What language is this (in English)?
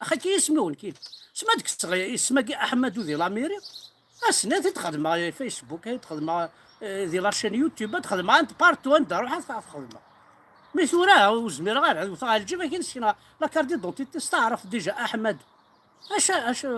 Kabyle